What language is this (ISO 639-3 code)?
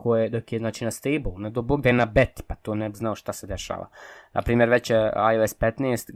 bos